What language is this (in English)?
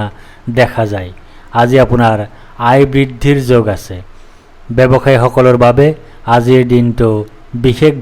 Assamese